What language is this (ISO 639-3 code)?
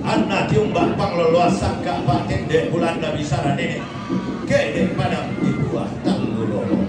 sda